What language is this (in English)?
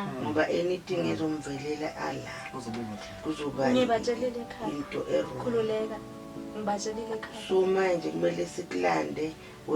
Zulu